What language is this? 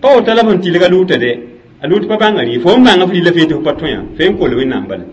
Mossi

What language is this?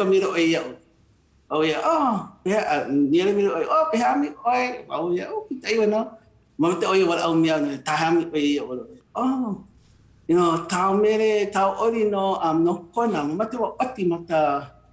Hawaiian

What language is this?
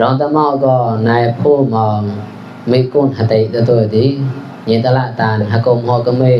Mon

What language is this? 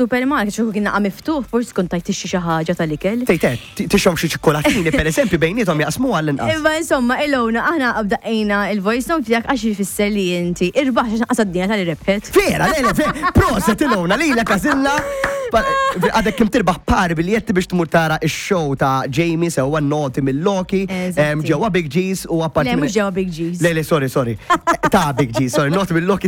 Maltese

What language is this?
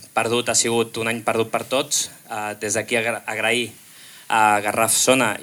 Catalan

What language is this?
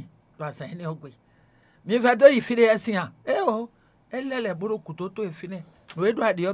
Fon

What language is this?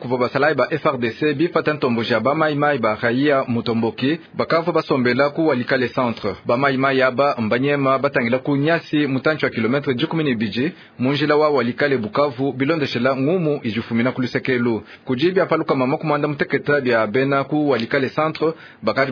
Luba-Lulua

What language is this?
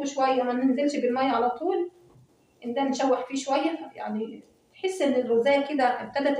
Egyptian Arabic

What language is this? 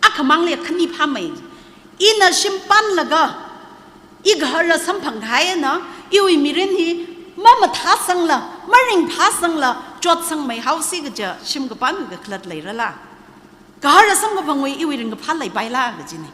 Tangkhul Naga (India)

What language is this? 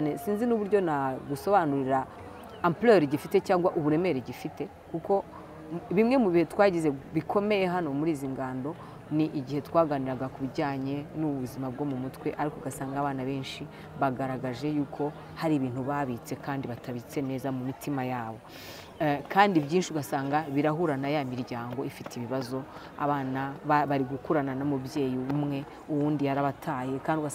Kinyarwanda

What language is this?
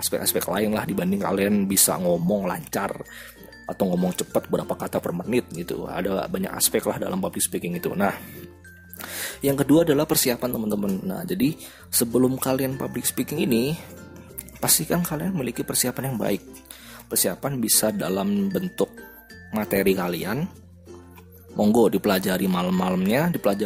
Indonesian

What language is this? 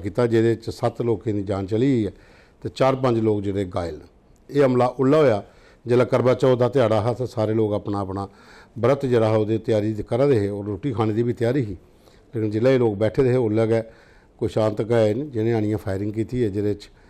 Dogri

